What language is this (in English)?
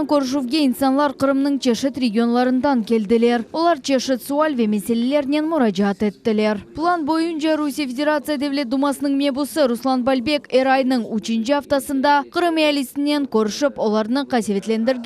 Crimean Tatar